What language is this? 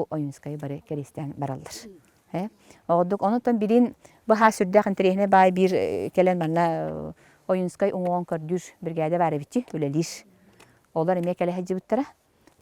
Yakut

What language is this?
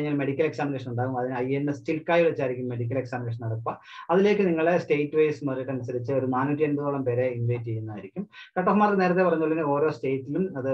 Malayalam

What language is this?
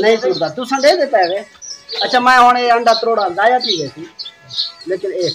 Saraiki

